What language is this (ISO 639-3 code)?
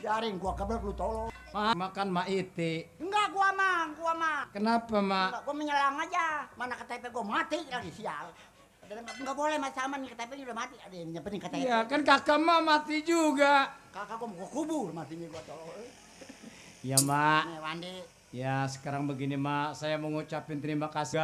bew